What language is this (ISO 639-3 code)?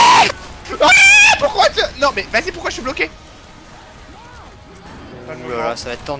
fra